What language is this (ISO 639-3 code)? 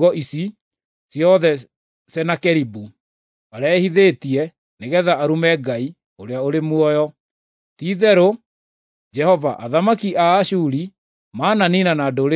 kik